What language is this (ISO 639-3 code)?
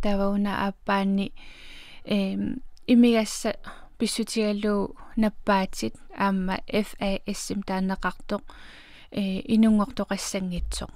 kal